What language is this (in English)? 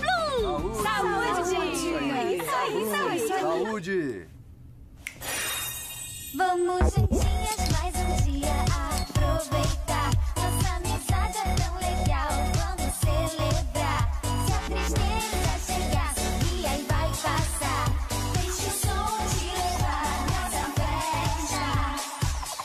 Portuguese